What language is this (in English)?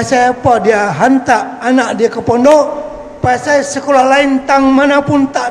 Banjar